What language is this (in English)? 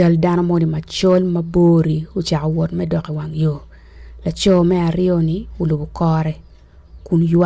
Acoli